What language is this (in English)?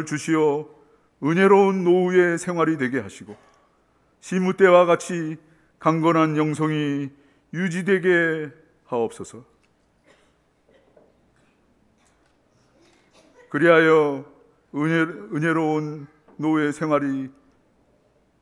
Korean